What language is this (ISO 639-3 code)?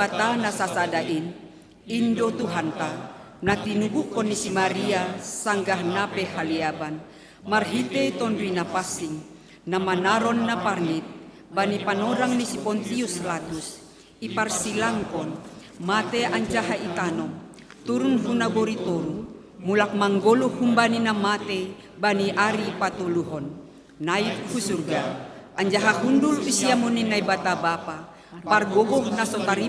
bts